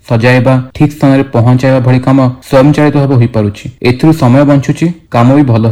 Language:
Odia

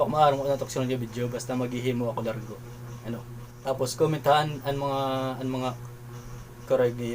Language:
Waray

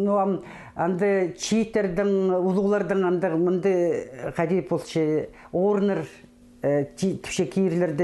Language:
Khakas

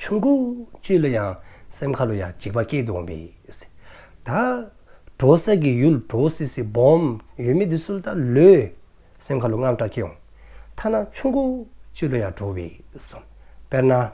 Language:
Dzongkha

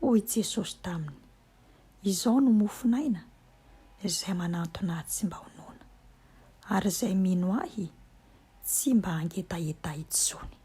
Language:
Malagasy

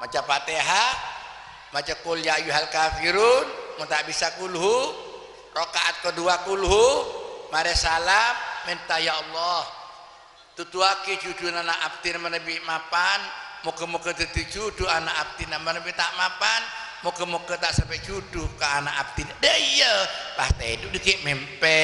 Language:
Madurese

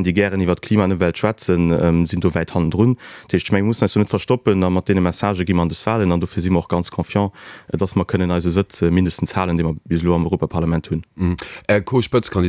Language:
Luxembourgish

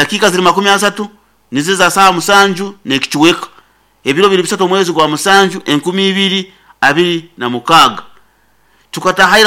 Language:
Nyankole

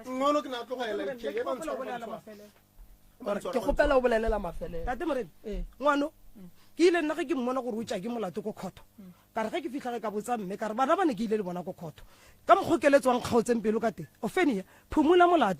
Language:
Northern Sotho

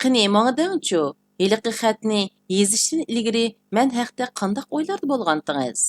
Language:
Uyghur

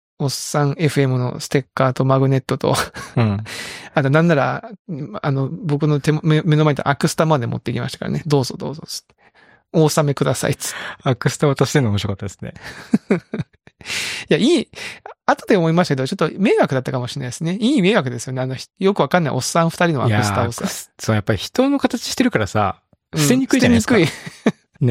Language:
Japanese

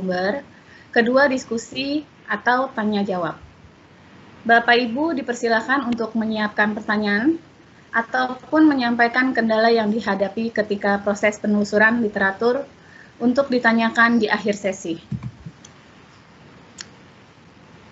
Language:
Indonesian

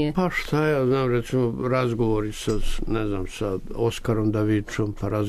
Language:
Serbian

